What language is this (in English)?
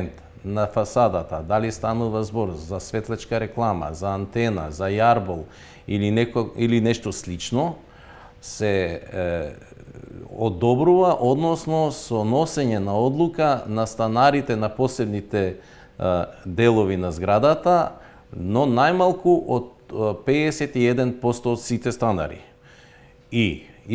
Macedonian